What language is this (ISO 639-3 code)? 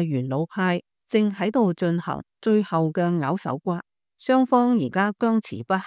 yue